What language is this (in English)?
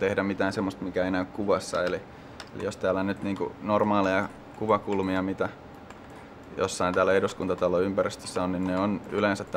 Finnish